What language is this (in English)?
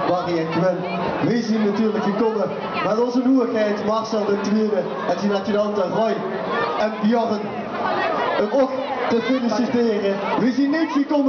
Limburgish